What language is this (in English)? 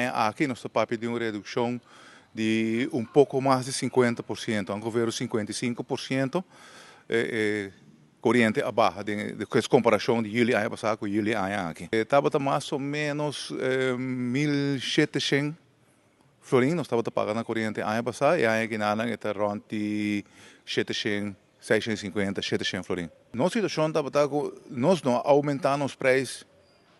Papiamento